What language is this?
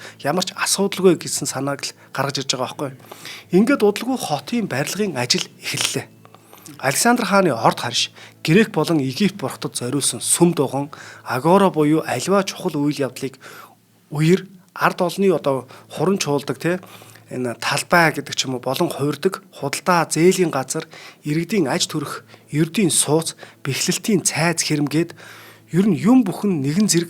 Mongolian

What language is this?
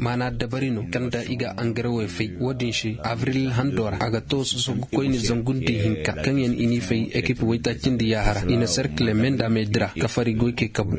Zarma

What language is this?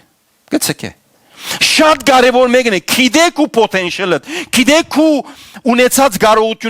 Western Armenian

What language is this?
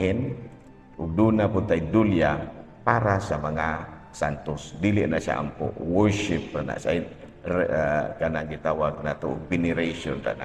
Cebuano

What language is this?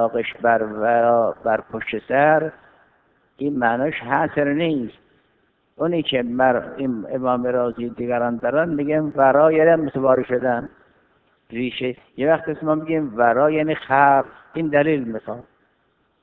Persian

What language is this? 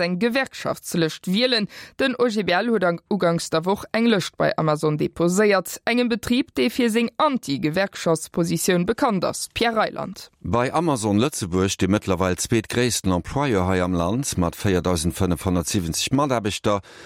Luxembourgish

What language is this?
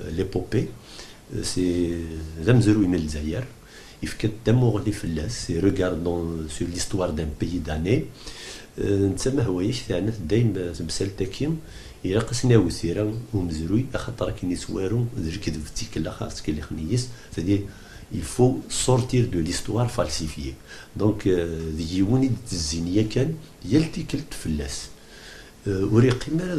Kabyle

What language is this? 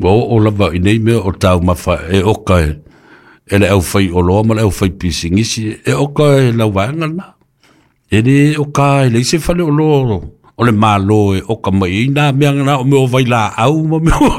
Samoan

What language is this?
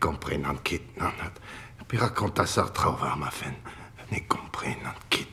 Breton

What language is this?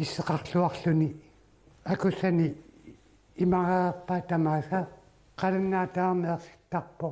Kalaallisut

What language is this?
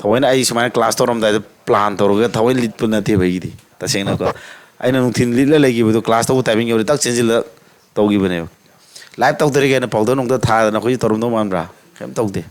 Manipuri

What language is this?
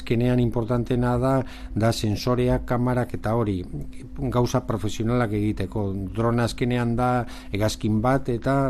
Basque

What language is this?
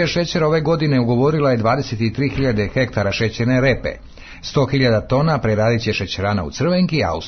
Serbian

